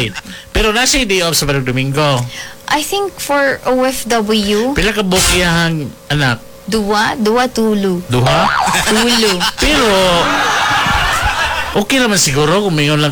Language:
Cebuano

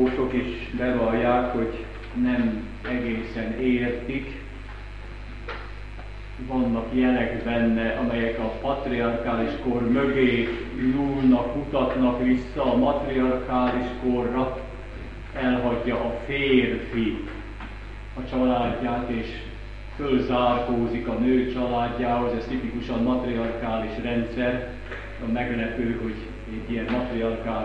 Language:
Hungarian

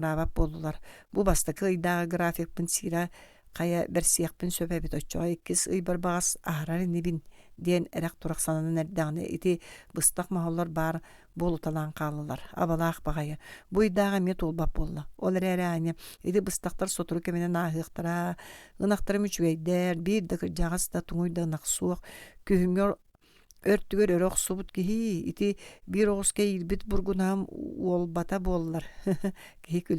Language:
Yakut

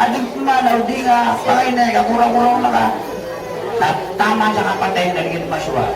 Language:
Maranao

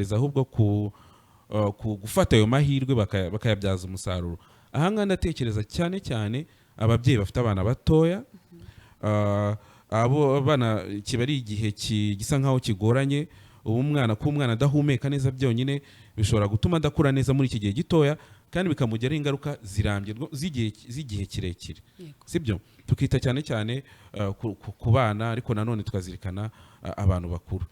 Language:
Kinyarwanda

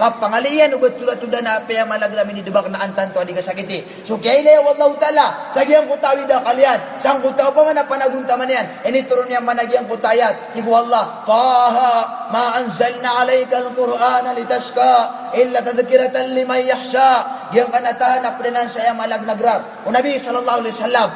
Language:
Maranao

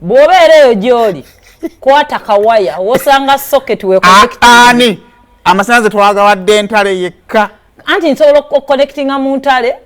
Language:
Ganda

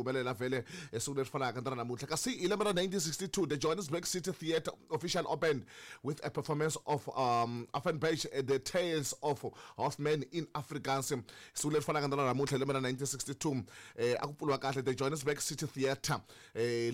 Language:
Tsonga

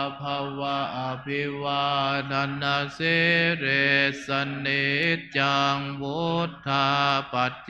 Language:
Pali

